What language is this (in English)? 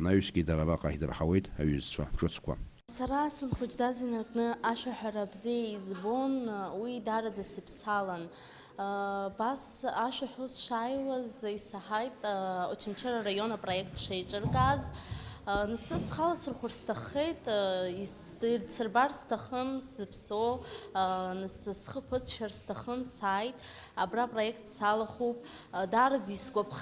Abkhazian